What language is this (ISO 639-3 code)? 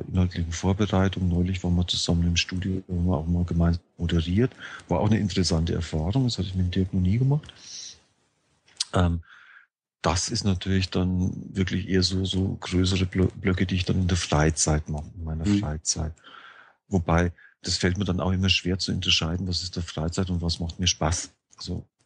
deu